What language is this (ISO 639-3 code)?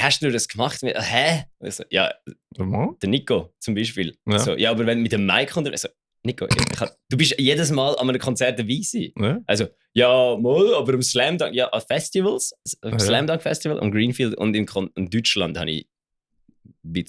gsw